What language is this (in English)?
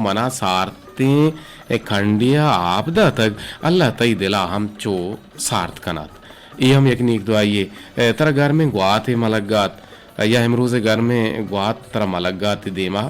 Eastern Balochi